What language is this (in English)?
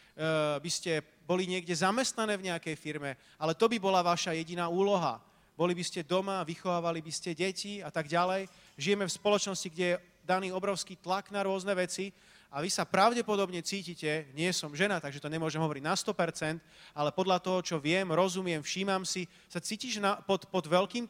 Slovak